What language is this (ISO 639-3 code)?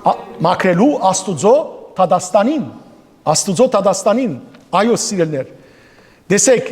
hyw